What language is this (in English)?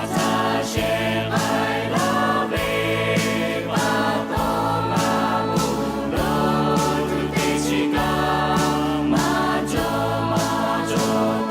Lahu